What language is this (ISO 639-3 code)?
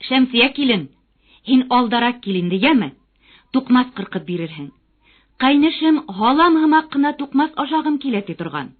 bak